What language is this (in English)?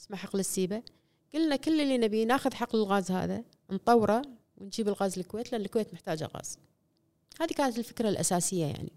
Gulf Arabic